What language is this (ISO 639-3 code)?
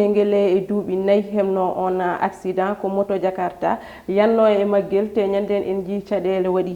ful